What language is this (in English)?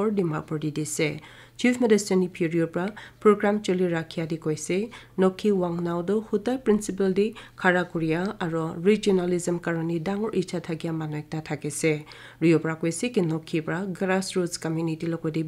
Naga Pidgin